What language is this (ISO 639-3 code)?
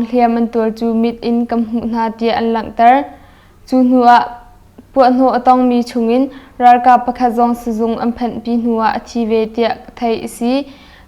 cnh